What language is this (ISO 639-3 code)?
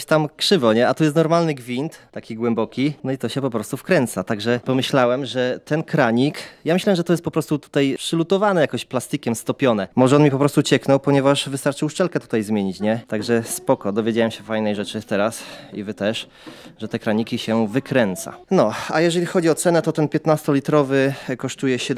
pol